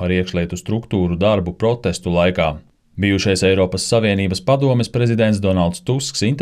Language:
Latvian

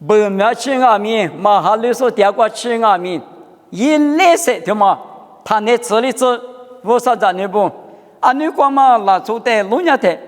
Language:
Lisu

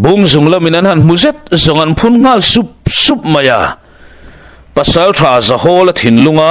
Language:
Mizo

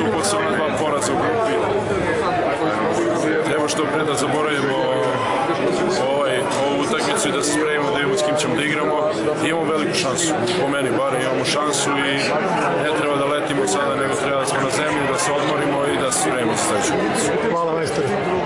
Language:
Serbian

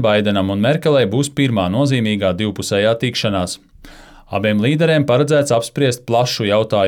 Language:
Latvian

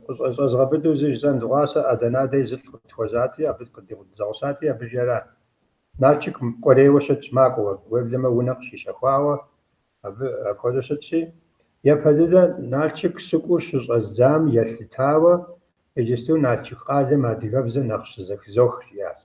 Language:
Kabardian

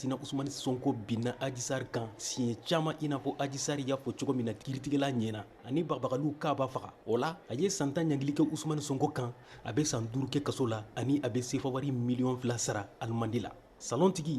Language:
Bambara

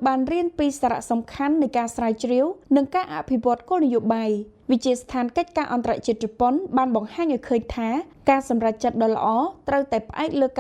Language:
Khmer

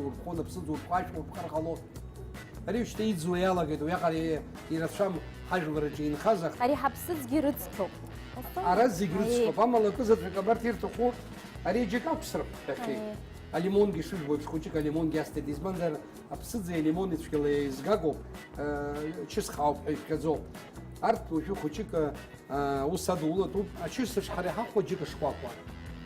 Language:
Abkhazian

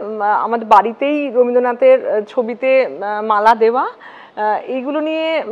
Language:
Bangla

